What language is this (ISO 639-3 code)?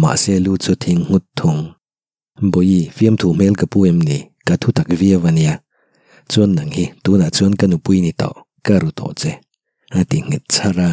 lus